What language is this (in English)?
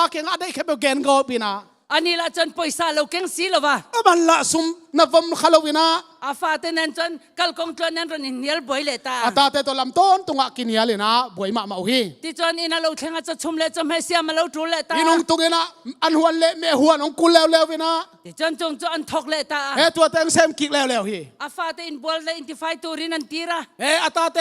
Tedim Chin